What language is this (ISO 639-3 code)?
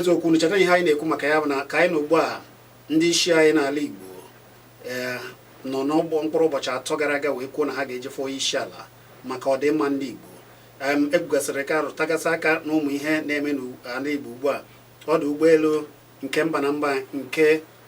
ibo